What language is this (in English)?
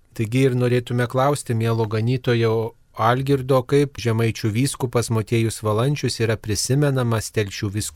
Lithuanian